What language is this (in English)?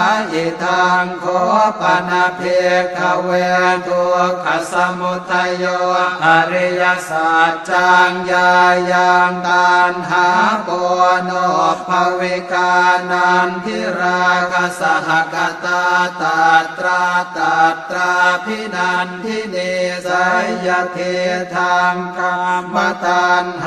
Pali